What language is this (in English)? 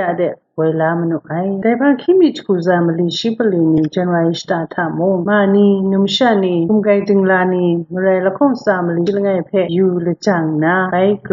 Kachin